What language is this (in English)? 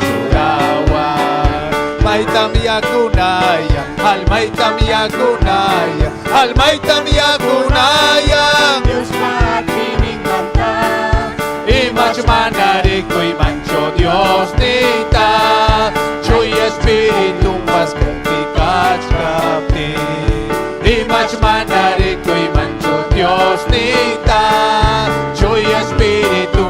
Ayacucho Quechua